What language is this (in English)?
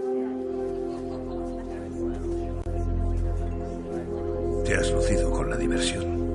Spanish